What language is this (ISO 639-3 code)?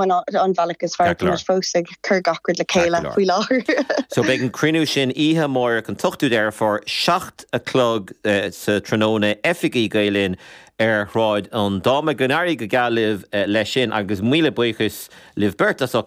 gle